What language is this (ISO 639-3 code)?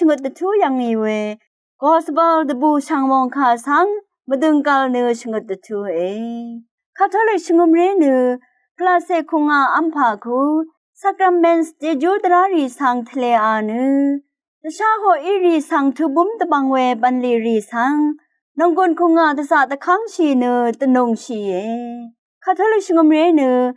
raw